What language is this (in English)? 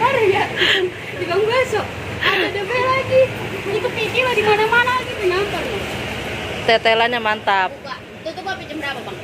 Betawi